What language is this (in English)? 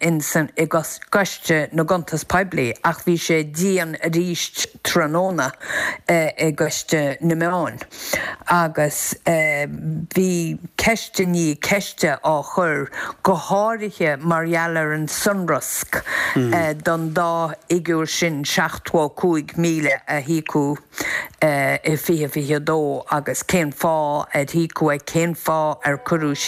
Irish